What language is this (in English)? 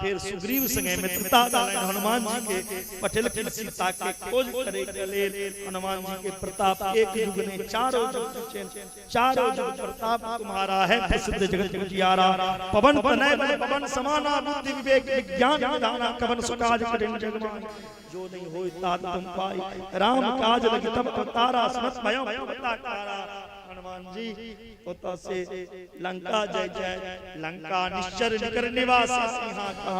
Maithili